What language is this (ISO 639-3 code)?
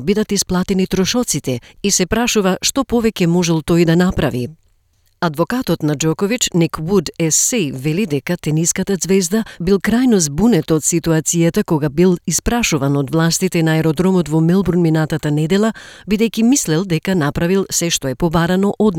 mkd